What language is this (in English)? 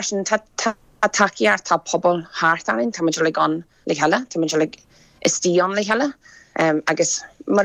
Irish